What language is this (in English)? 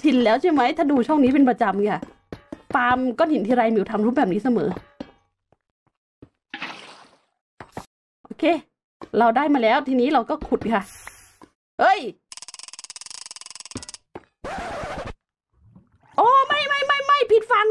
Thai